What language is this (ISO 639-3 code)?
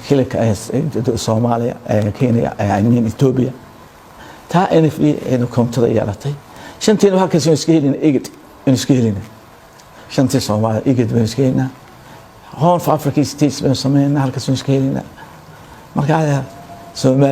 som